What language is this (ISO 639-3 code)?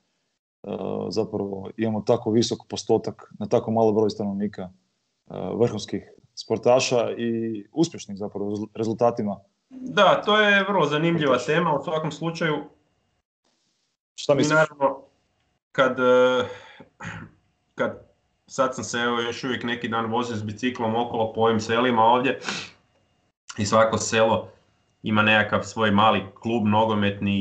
hrv